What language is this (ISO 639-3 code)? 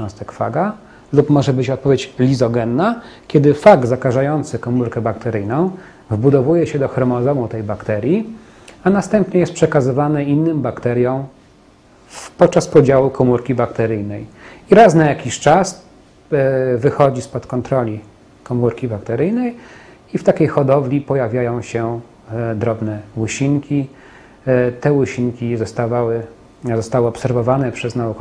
pol